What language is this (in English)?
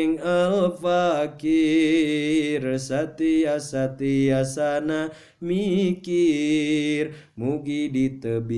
Sundanese